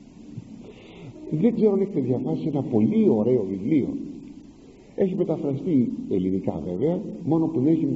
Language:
Greek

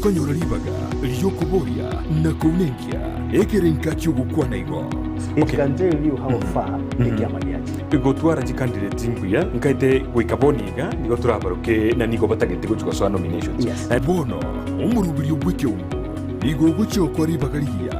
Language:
Gusii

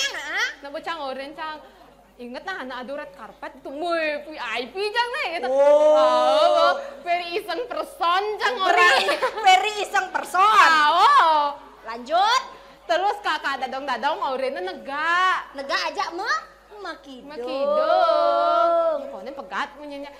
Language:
Balinese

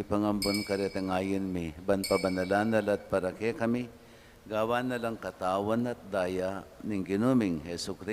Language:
Pampanga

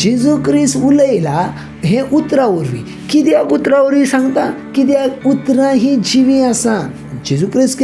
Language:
Konkani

